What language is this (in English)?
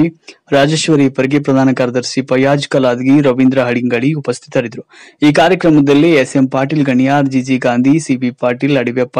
Kannada